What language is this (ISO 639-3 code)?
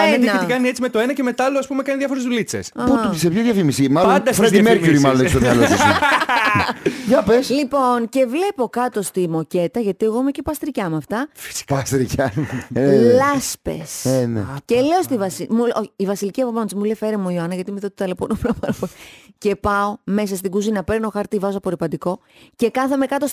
ell